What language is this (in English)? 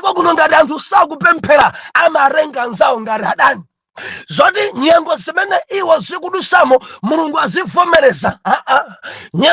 Nyanja